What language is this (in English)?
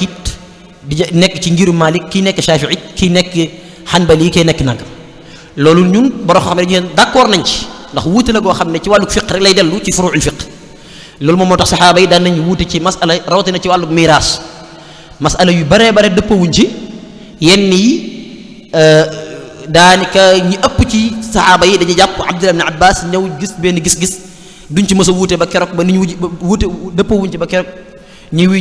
Wolof